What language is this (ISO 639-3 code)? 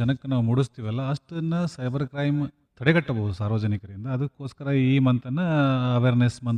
kan